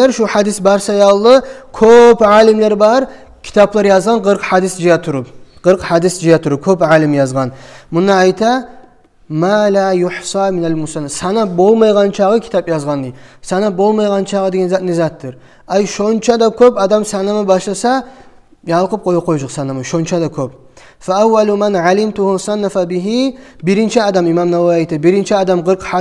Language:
Kumyk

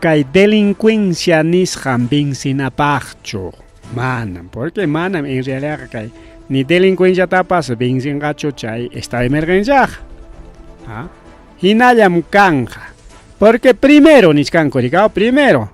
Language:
Ayacucho Quechua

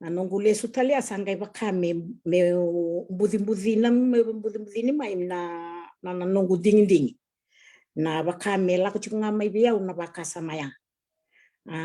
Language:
Fijian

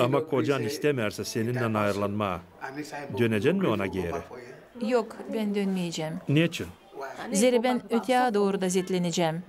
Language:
Gagauz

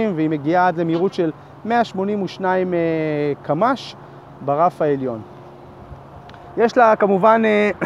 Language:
Hebrew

